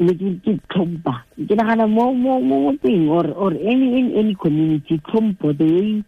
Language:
Tswana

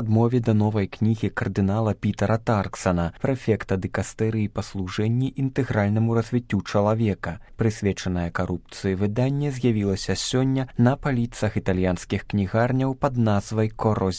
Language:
Belarusian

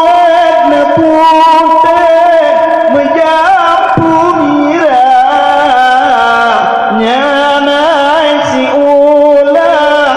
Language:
Achinese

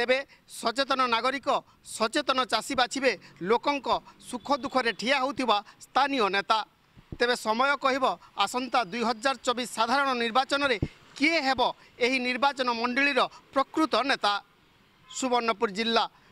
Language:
Odia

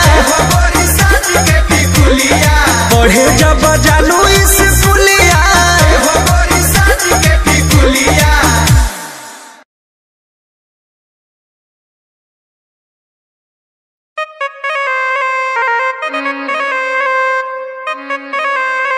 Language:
Bhojpuri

